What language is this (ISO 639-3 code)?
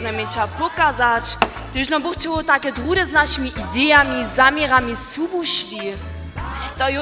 hsb